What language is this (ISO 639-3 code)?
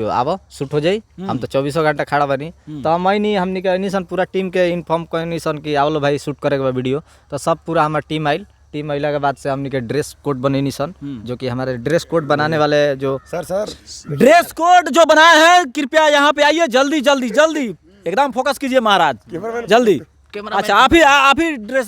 bho